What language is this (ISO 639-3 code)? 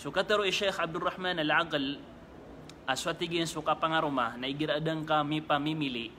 mrw